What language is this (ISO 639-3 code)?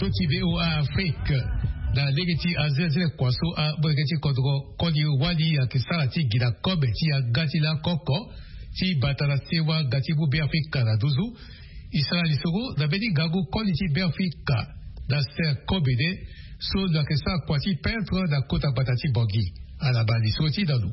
sag